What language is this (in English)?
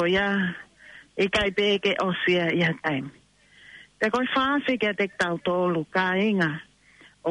Tongan